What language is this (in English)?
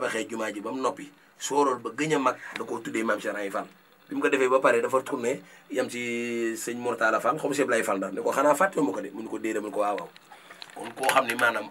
Wolof